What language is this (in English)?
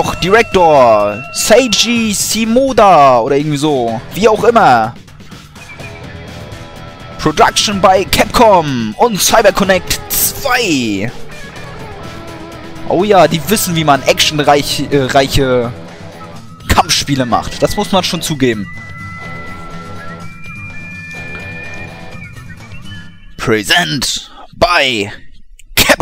German